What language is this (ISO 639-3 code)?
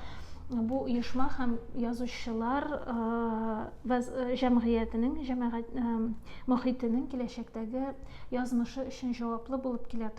tat